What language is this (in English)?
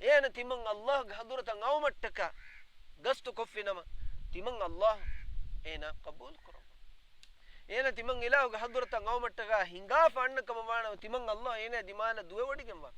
Divehi